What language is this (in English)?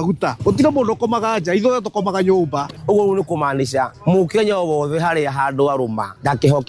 Kikuyu